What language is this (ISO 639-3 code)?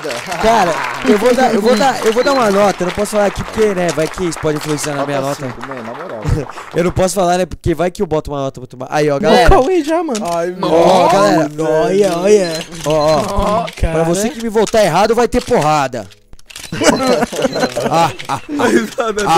por